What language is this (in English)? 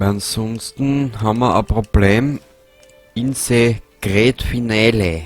Bavarian